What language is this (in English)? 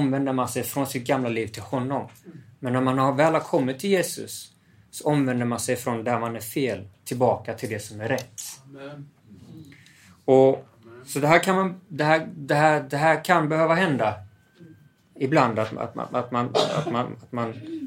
Swedish